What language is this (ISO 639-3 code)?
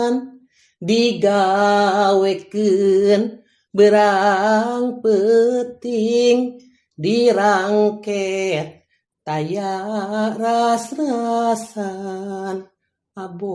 sun